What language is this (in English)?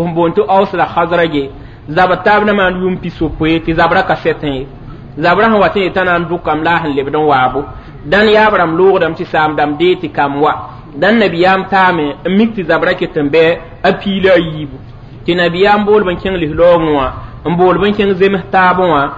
Mossi